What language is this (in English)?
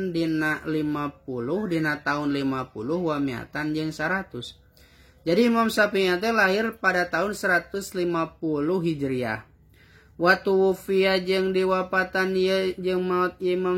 Sundanese